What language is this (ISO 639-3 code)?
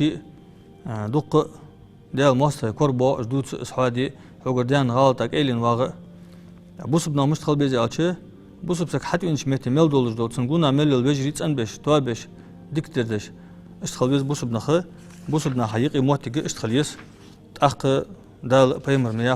inh